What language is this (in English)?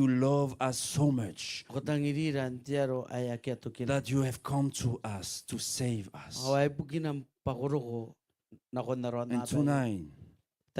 Gilbertese